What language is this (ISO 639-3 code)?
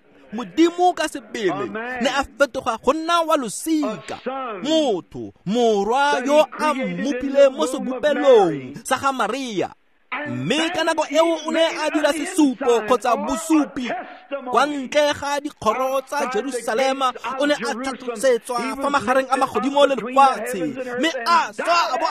tsn